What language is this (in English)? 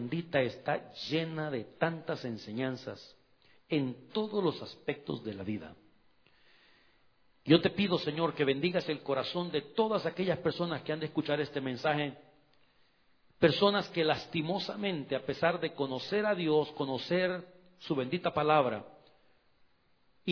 Spanish